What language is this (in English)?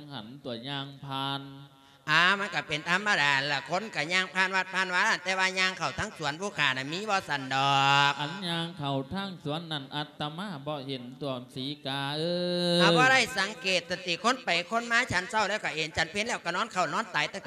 Lao